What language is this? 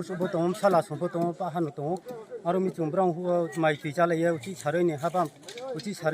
Riang (India)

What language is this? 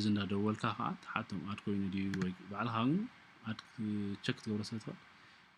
Tigrinya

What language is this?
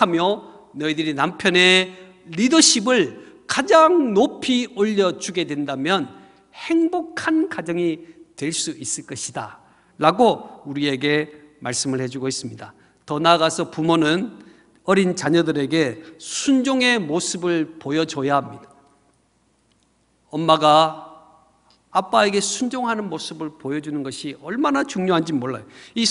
Korean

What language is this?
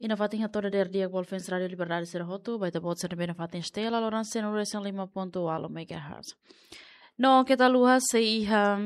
Tetum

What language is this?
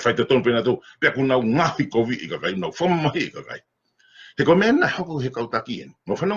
Tongan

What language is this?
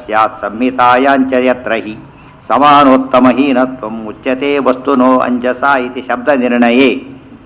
Kannada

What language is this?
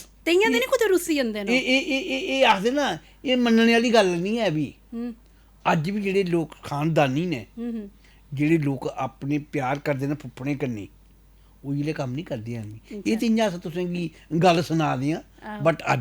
Dogri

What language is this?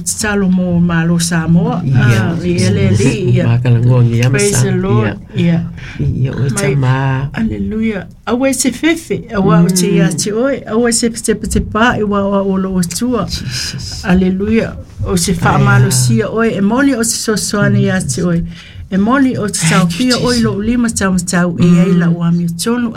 Samoan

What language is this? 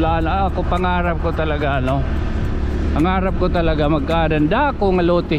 Waray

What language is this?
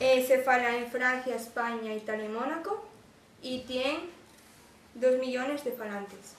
Asturian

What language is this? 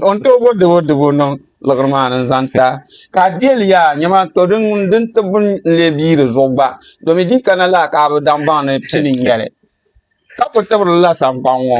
Dagbani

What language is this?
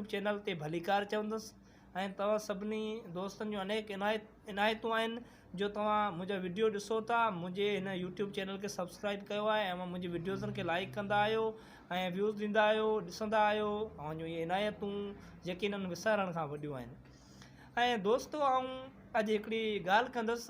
Sindhi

